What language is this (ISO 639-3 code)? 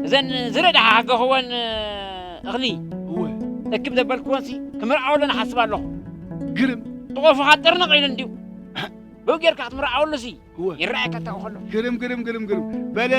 tir